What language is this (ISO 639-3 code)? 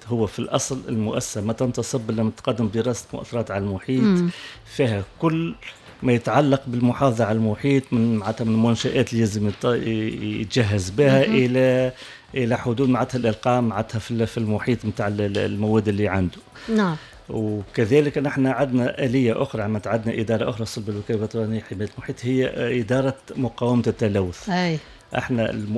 aeb